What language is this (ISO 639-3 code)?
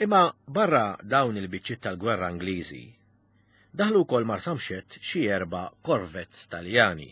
mlt